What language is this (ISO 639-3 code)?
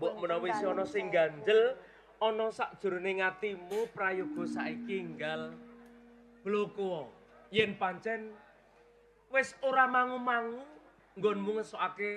jav